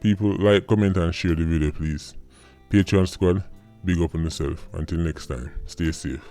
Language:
Jamaican Creole English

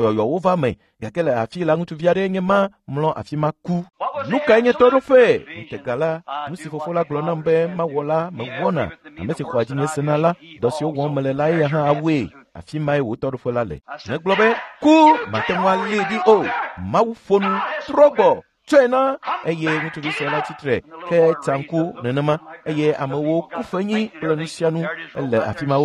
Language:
Ewe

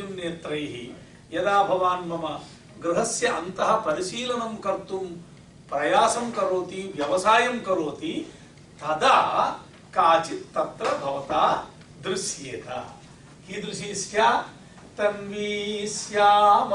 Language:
Sanskrit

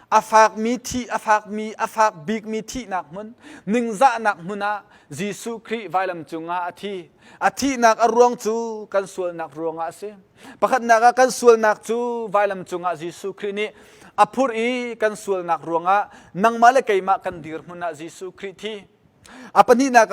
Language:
Hakha Chin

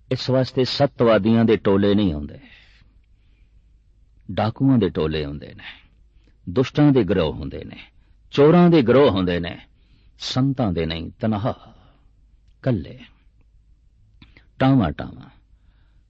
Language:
Punjabi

